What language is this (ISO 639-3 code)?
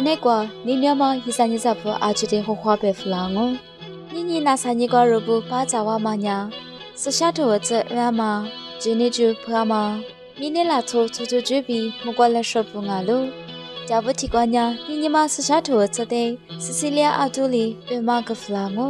lis